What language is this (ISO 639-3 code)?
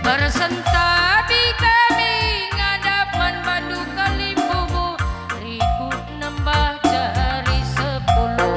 btx